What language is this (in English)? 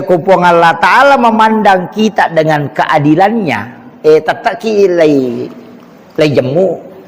Buginese